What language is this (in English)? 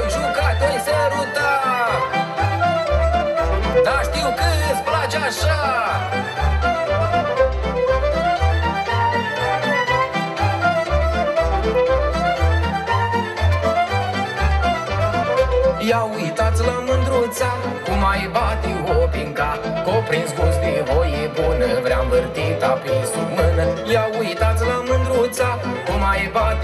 Romanian